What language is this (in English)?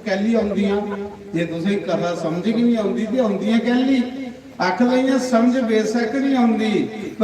Dogri